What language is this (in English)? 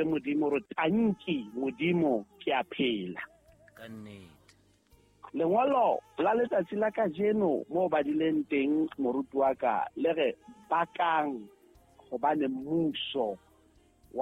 Southern Sotho